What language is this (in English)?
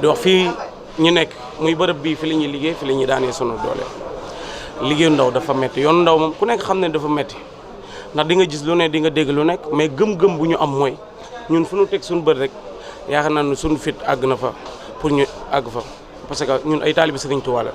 Wolof